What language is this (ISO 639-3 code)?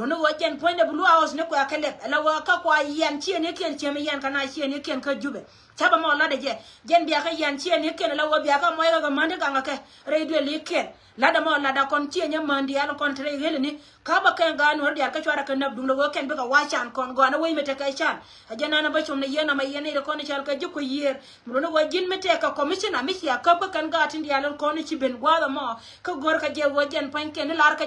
nus